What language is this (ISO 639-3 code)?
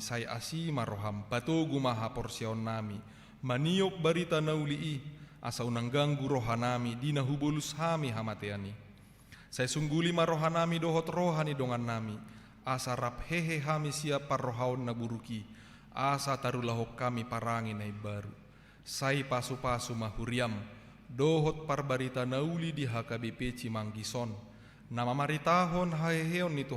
bbc